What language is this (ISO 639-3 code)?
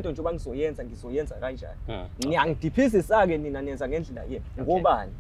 zul